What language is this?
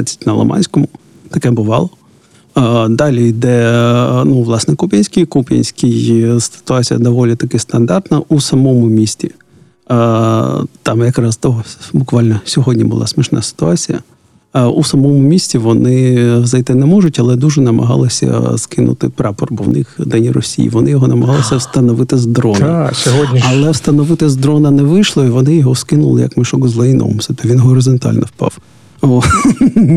Ukrainian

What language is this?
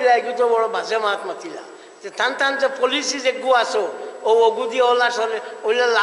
Sylheti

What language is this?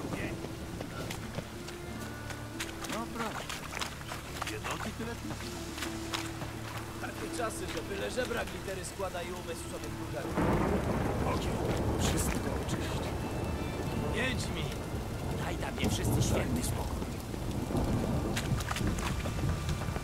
Polish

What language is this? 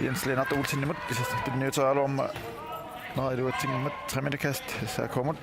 Kalaallisut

